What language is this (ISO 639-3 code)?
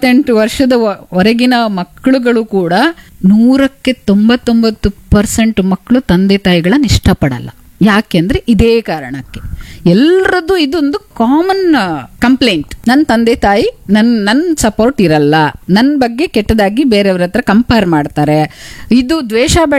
kan